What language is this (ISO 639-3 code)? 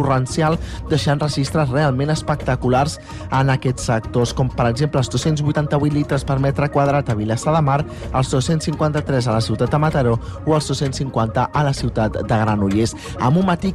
cat